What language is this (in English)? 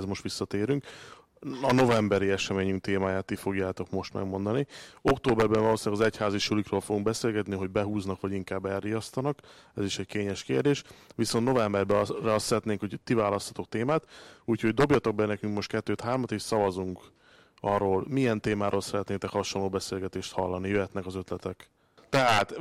Hungarian